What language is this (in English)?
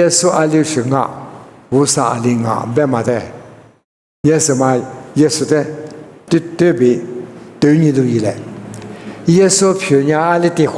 Lisu